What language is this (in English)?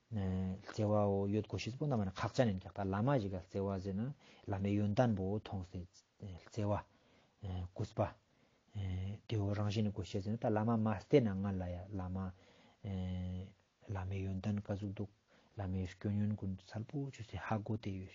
Ladakhi